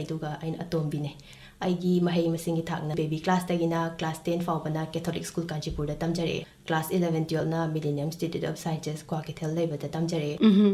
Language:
Manipuri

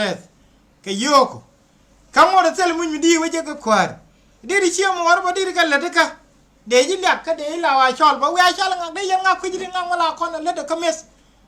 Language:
Nuer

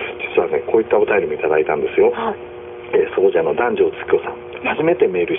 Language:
Japanese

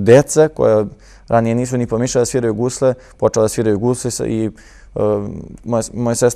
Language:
Serbian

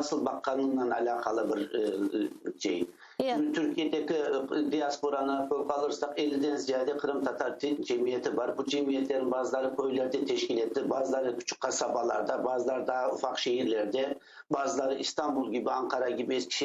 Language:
Crimean Tatar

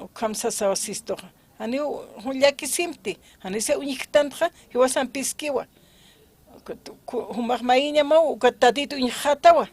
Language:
Aymara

